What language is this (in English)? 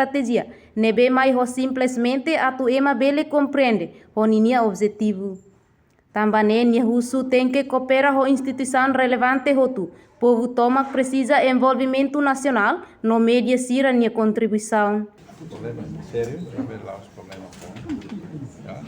Tetum